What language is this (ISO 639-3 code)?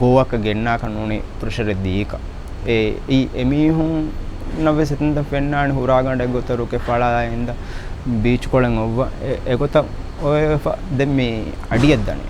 div